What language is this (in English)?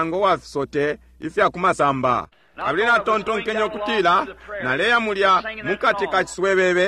Bemba